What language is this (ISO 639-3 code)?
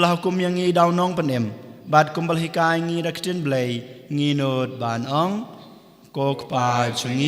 kha